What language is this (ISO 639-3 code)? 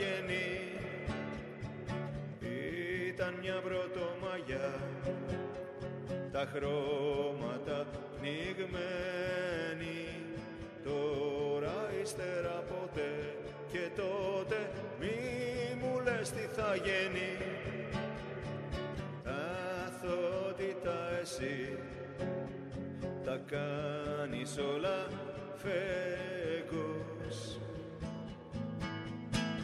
ell